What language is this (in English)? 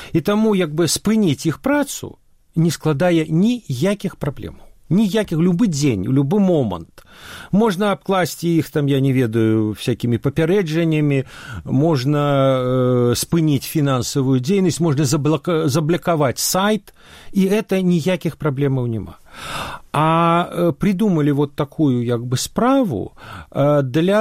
Belarusian